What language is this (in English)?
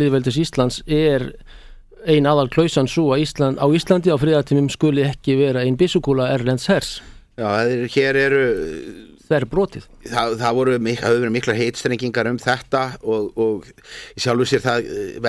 Icelandic